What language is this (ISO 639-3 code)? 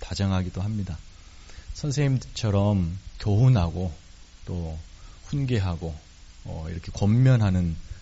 kor